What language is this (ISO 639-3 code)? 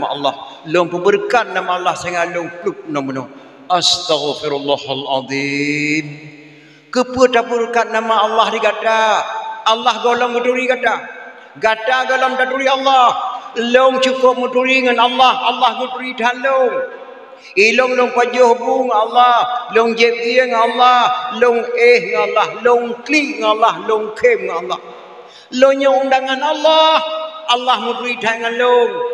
ace